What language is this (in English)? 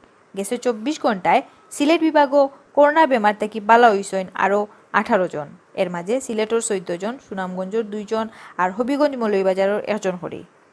Sylheti